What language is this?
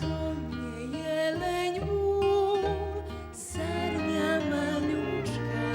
Rusyn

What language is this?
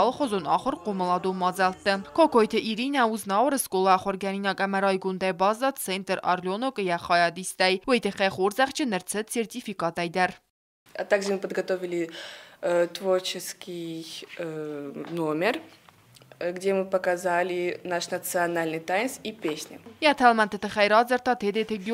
Ossetic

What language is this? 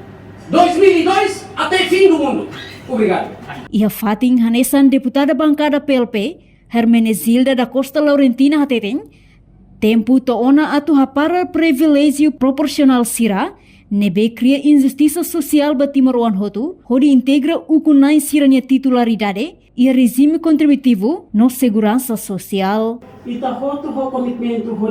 Tetum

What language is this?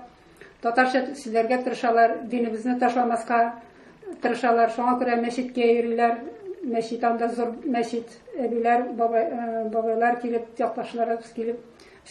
Tatar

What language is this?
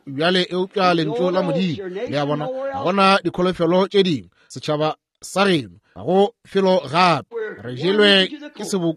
Northern Sotho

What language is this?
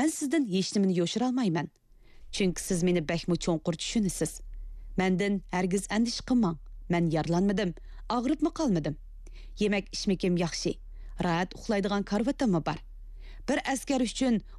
Uyghur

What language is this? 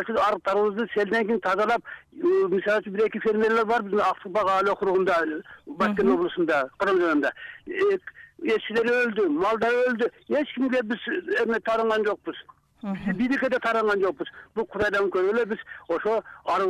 Kyrgyz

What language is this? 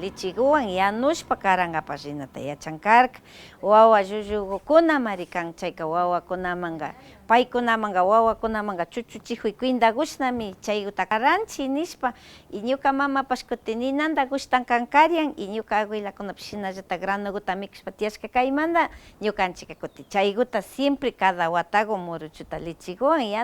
Imbabura Highland Quichua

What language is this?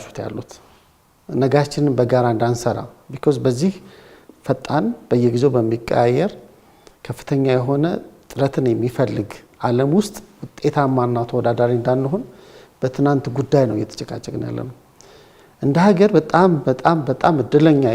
Amharic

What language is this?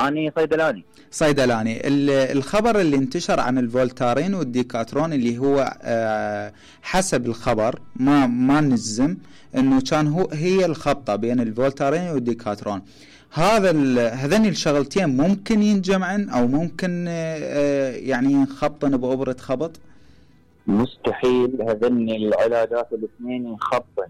Mesopotamian Arabic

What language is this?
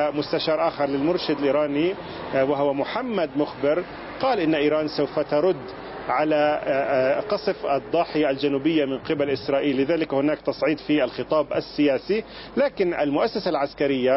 Arabic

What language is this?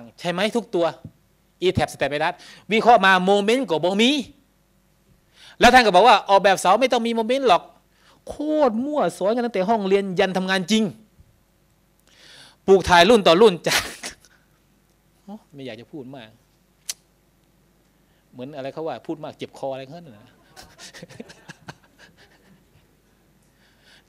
Thai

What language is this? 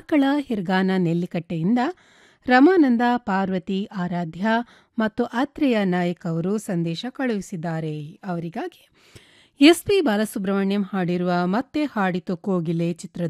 Kannada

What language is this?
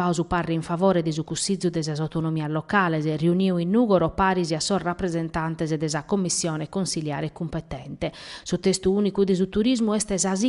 Sardinian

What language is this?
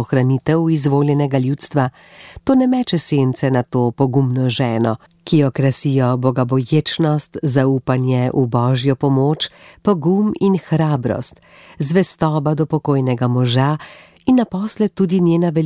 Slovenian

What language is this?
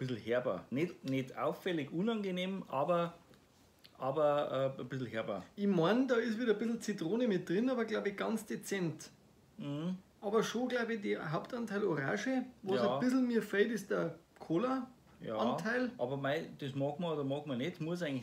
Bavarian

